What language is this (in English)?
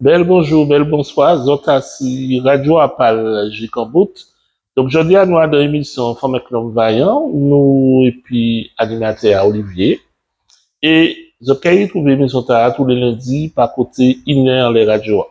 Guadeloupean Creole French